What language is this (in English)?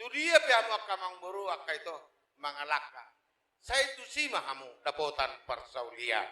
Batak Toba